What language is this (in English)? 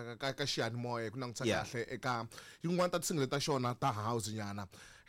Tsonga